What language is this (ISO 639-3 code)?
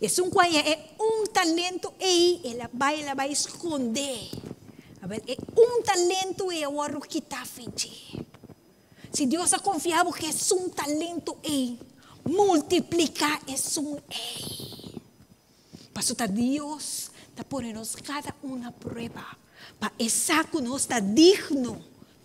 pap